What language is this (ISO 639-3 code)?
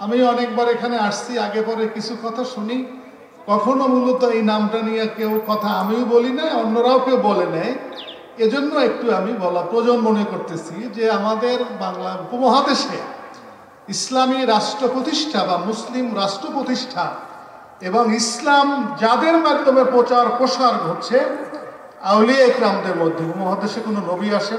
ben